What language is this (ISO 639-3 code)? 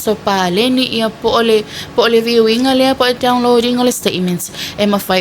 smo